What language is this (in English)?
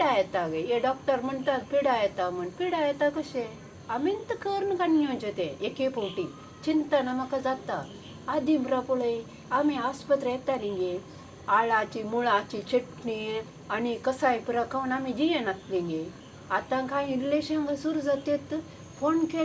Konkani